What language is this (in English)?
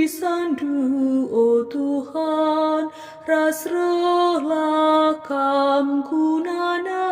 Batak Karo